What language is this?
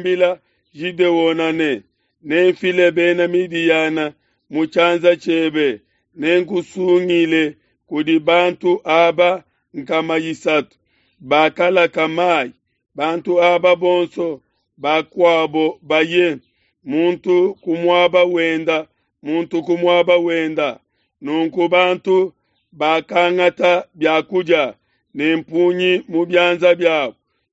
Luba-Lulua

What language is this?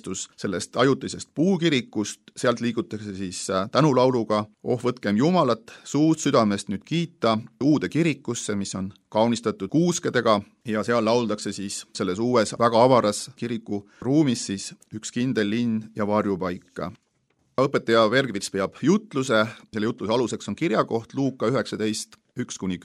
Estonian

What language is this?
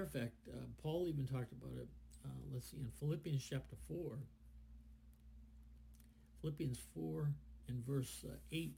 English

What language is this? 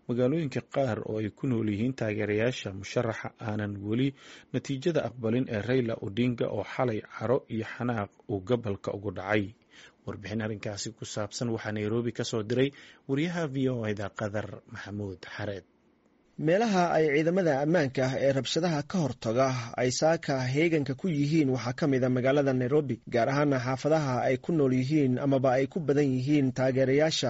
Somali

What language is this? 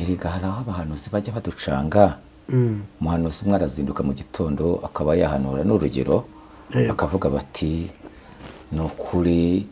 Kinyarwanda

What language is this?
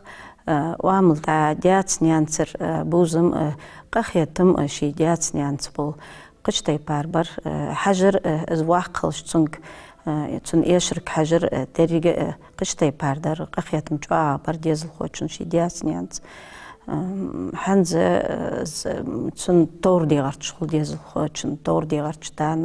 Ingush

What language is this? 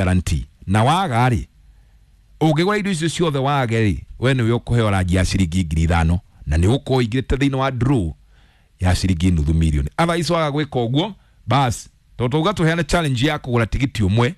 Kikuyu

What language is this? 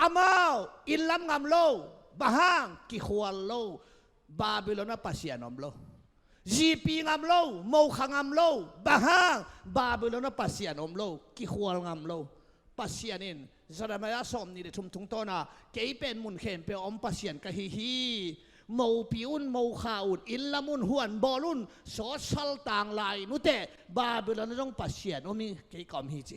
Tedim Chin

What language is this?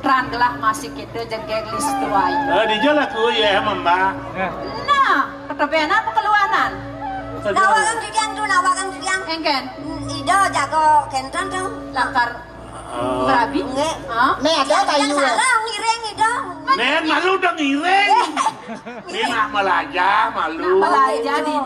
Balinese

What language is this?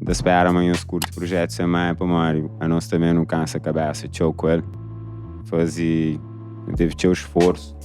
Kabuverdianu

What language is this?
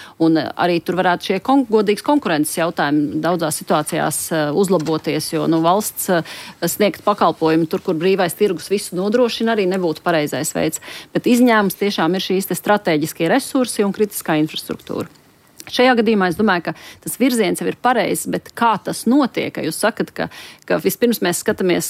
Latvian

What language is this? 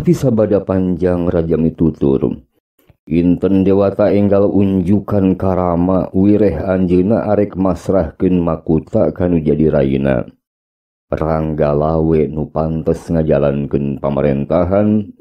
Sundanese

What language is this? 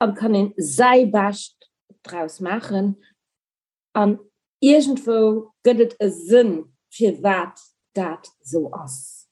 Luxembourgish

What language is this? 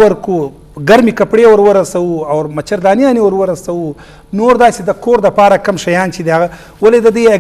Eastern Balochi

